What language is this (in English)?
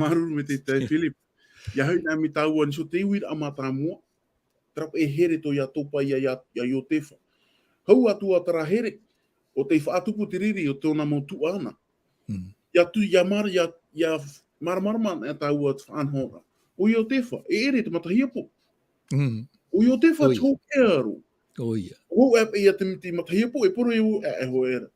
Tahitian